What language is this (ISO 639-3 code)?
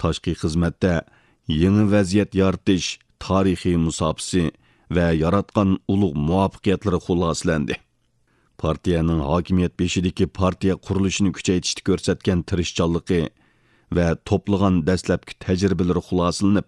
uig